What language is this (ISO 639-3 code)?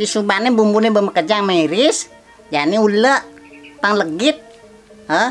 ban